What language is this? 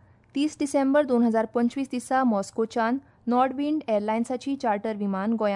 Konkani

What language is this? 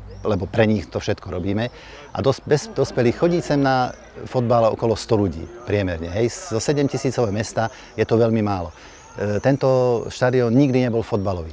Slovak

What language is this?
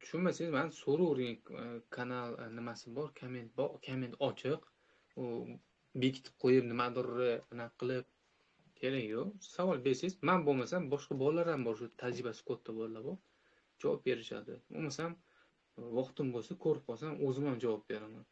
Uzbek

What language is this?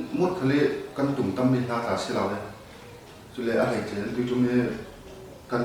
Falam Chin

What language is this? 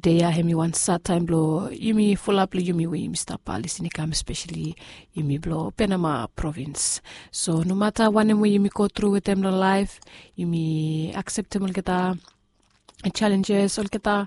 Bislama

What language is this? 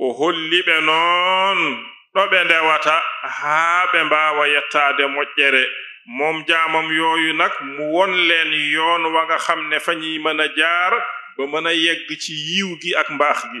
Fula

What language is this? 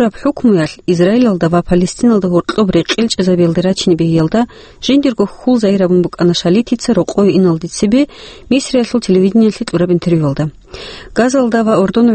Avaric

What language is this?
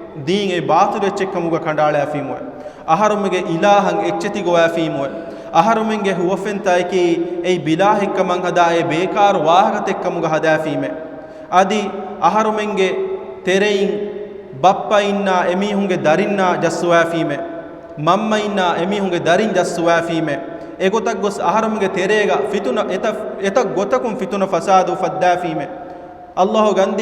Divehi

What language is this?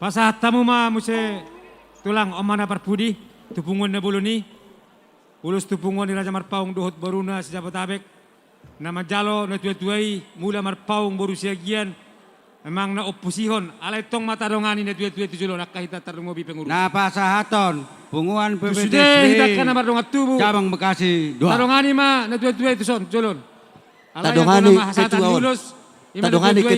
Batak Toba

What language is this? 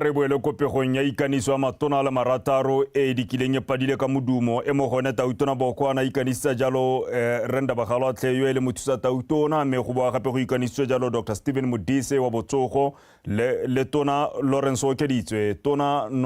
Tswana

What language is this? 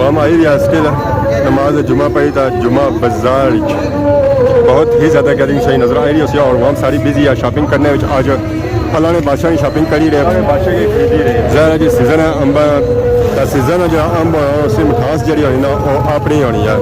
Pahari-Potwari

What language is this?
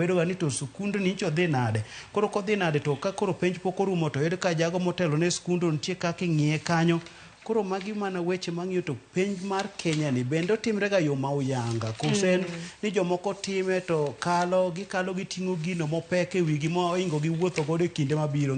Luo (Kenya and Tanzania)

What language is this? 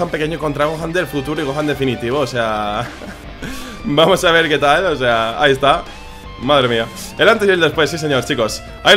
Spanish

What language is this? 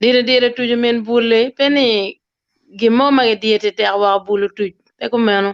Acoli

